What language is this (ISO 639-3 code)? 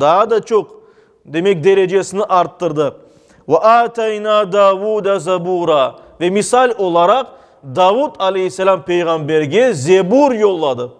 crh